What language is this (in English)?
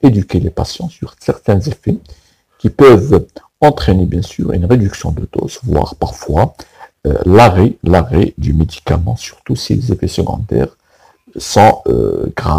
French